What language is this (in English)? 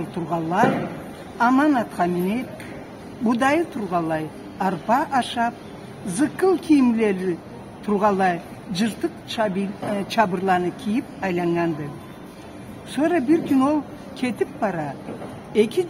Karachay-Balkar